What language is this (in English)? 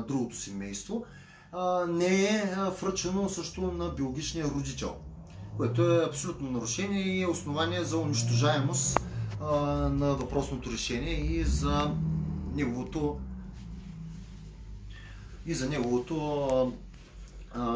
Bulgarian